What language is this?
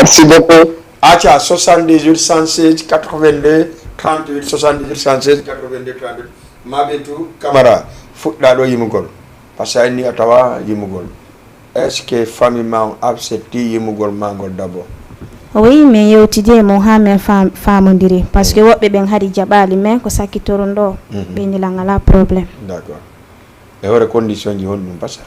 Fula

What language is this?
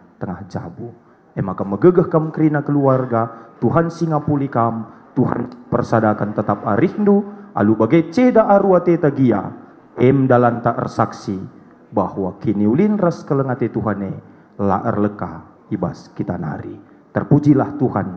Batak Karo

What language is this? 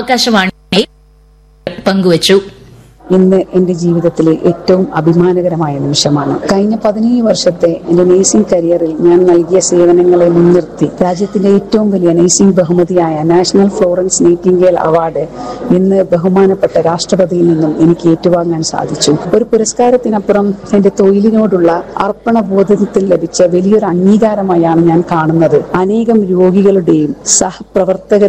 Malayalam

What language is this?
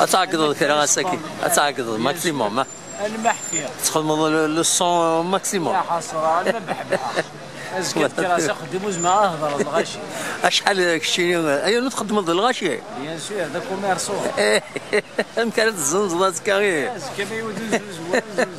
Kabyle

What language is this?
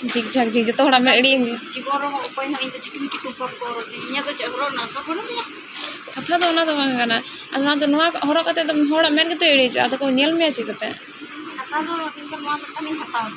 Santali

